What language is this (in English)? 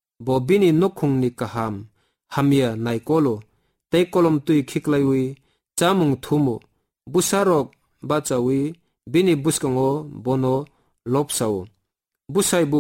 Kok Borok